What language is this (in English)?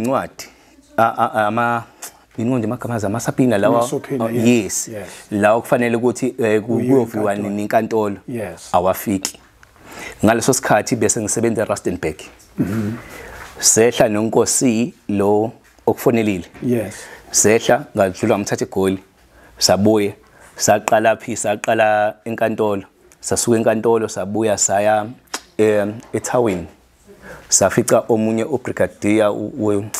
Zulu